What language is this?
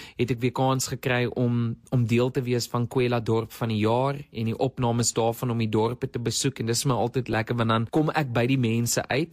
Afrikaans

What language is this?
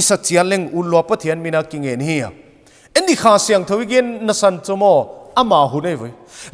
Paite Chin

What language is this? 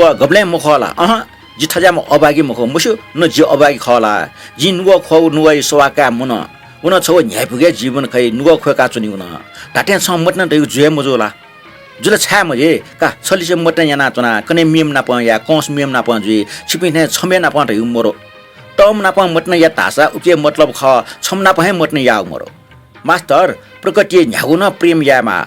Newari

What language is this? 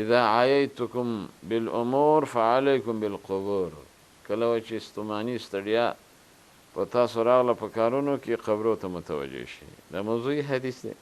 Pashto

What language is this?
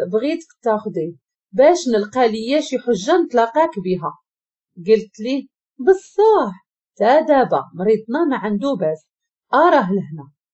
Moroccan Arabic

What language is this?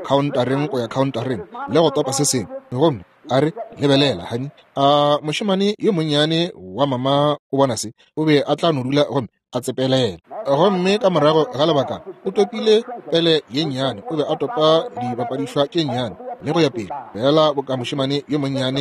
Northern Sotho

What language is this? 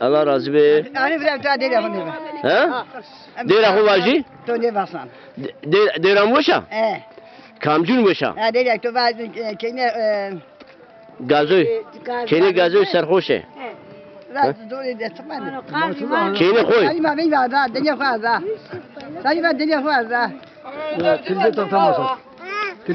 Zaza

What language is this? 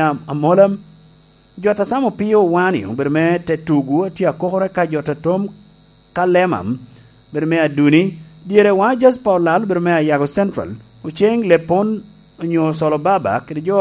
Lango (Uganda)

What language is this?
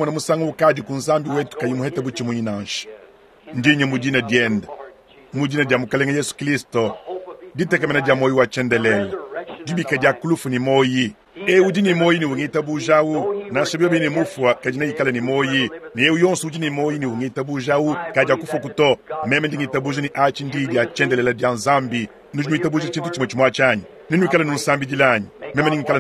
Luba-Lulua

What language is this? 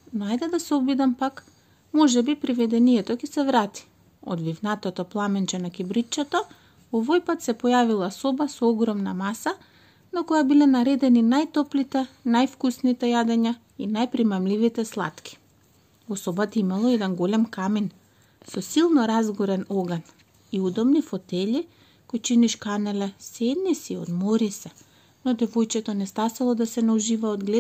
Macedonian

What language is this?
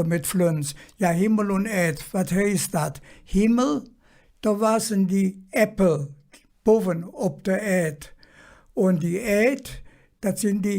Colognian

